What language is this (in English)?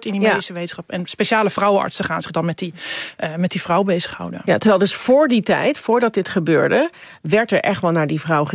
Dutch